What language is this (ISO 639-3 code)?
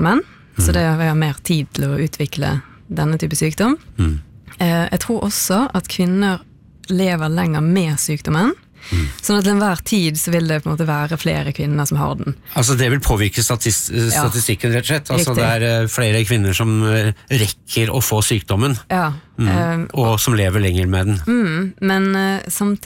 nor